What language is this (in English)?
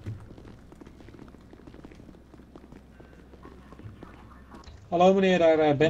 Dutch